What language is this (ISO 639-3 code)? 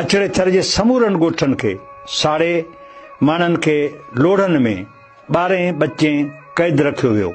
snd